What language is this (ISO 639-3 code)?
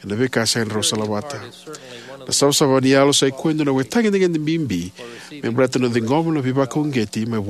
fij